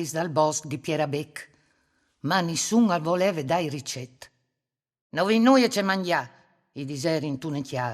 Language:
Friulian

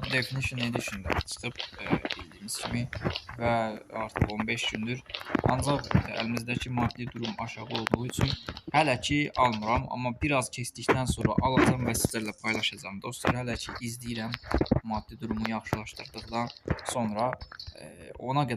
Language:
Azerbaijani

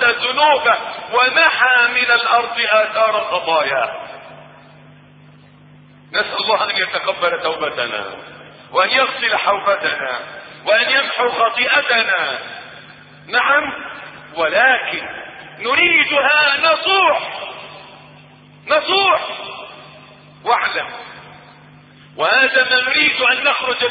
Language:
Arabic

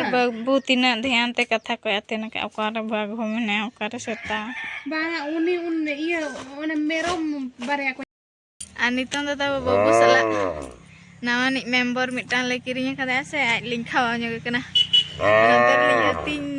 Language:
Santali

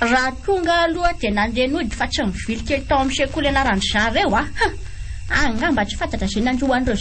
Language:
Malagasy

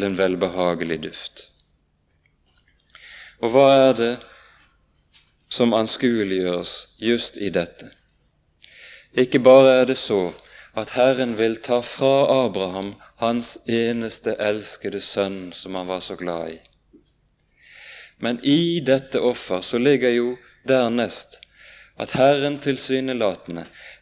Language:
Norwegian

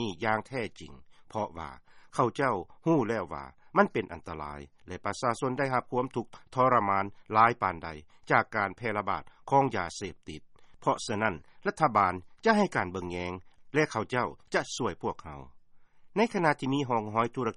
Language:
Lao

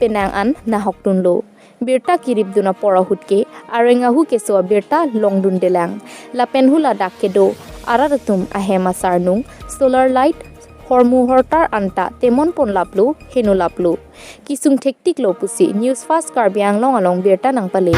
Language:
Karbi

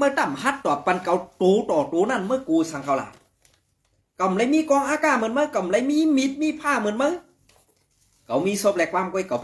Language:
Shan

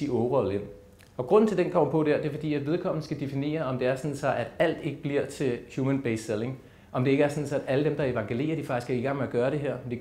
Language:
Danish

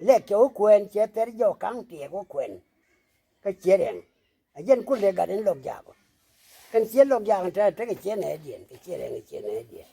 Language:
Nuer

